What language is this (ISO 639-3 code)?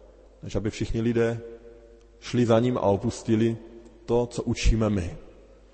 ces